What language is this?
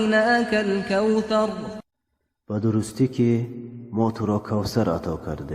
Tajik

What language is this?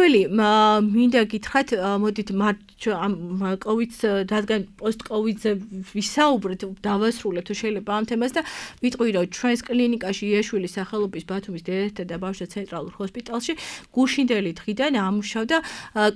Georgian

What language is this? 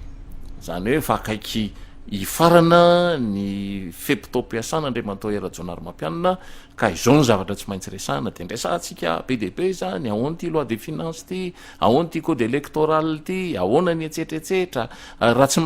Malagasy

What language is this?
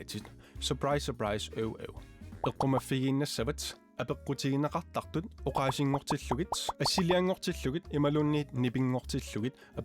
Kalaallisut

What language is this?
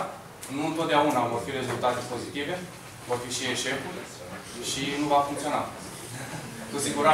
Romanian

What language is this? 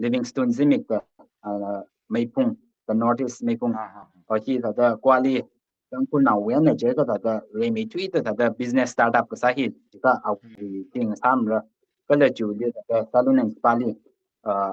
Tangkhul Naga (India)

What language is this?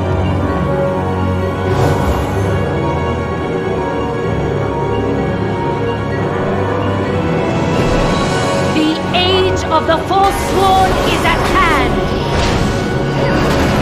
English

